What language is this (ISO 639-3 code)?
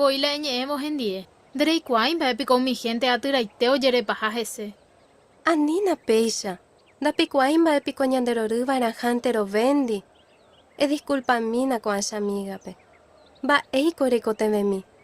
grn